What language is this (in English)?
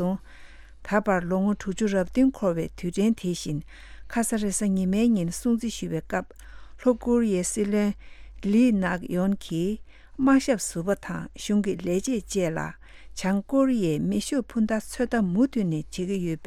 Tibetan